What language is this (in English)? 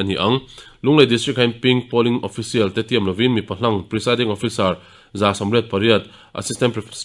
Mizo